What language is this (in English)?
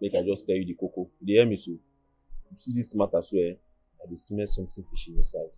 Nigerian Pidgin